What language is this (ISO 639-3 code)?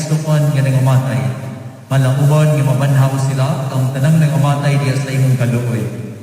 ceb